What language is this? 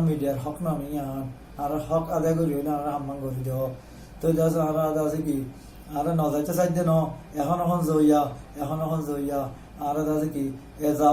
Rohingya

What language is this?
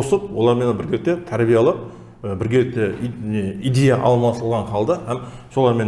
Kara-Kalpak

